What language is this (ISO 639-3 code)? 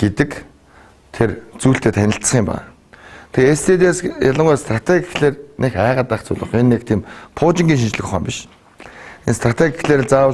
mon